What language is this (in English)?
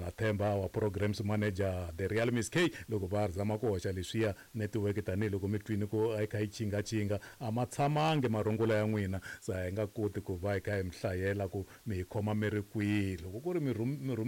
Tsonga